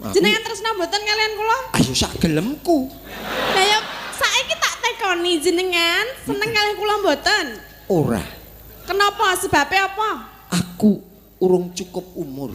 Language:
Javanese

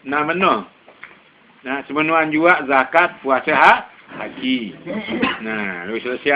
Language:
Sasak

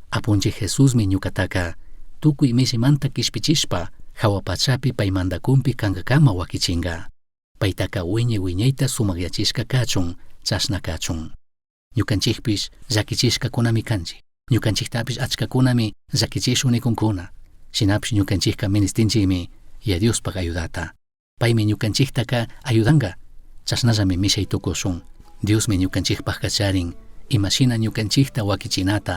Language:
Chimborazo Highland Quichua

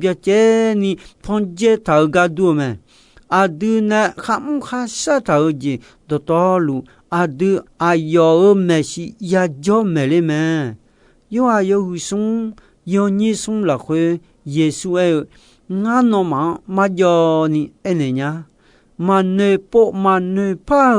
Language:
Akha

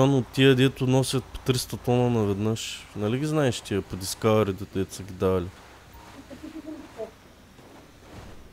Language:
Bulgarian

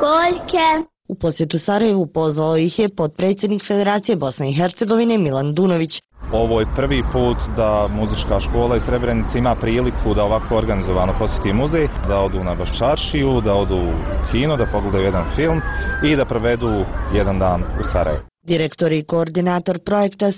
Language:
Bosnian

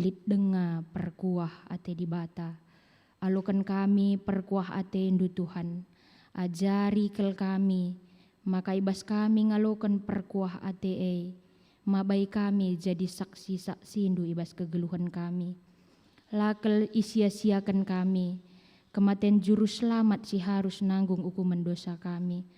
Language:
Batak Karo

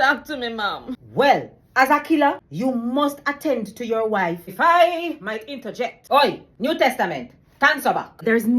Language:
Jamaican Creole English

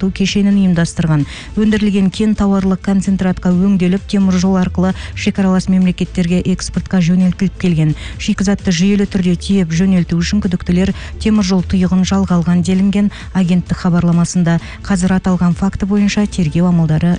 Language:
Kazakh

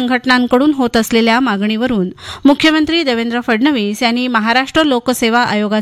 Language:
Marathi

